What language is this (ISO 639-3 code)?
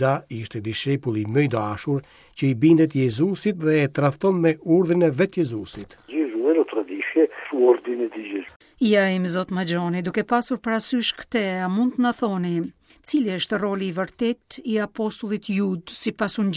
sqi